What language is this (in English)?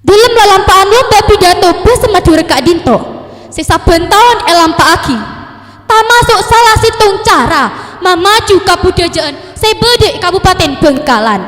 Madurese